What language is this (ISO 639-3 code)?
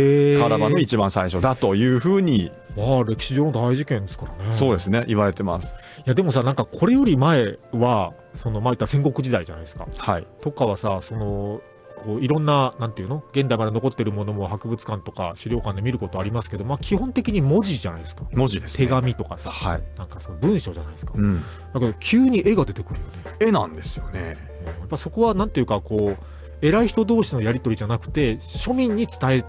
jpn